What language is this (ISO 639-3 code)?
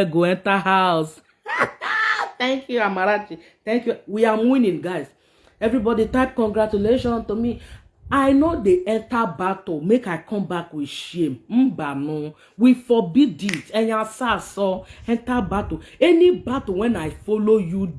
pcm